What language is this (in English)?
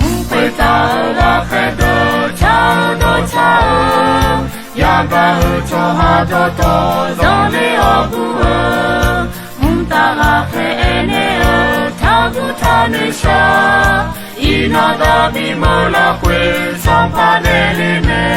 Akha